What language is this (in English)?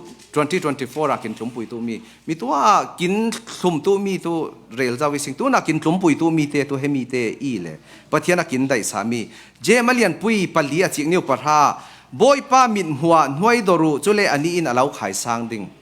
Falam Chin